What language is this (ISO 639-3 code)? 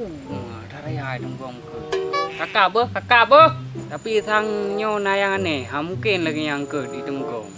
ace